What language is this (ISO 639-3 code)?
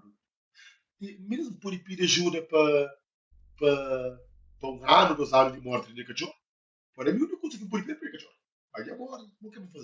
kea